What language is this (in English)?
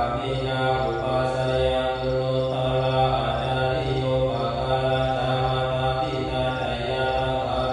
Pali